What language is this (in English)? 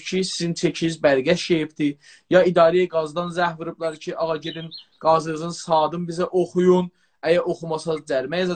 South Azerbaijani